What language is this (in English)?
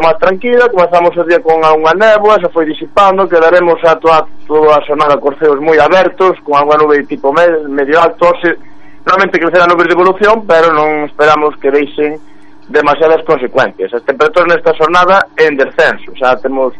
Galician